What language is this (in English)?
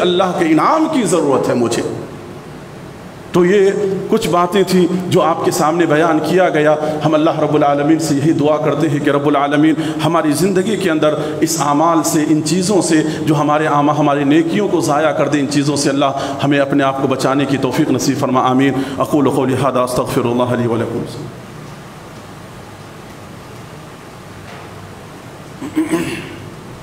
Urdu